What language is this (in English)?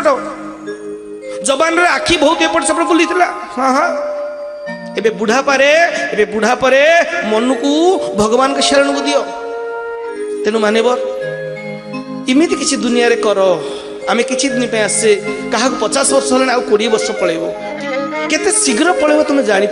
Odia